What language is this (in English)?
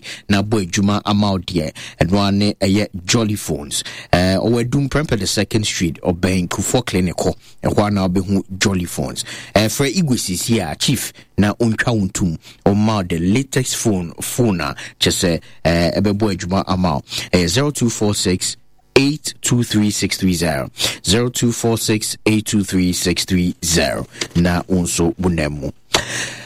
Akan